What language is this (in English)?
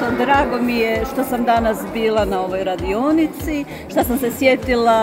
Croatian